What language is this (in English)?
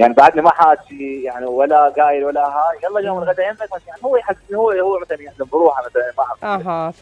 Mesopotamian Arabic